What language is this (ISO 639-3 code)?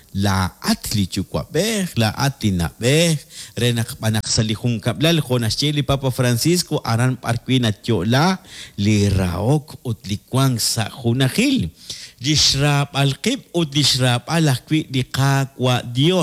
kek